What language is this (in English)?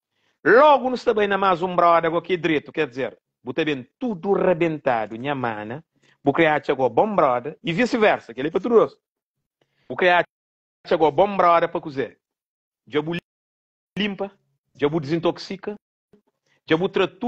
Kabuverdianu